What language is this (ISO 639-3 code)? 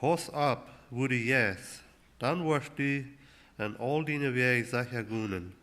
pdt